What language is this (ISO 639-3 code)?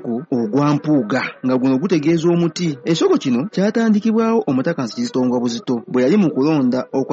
lug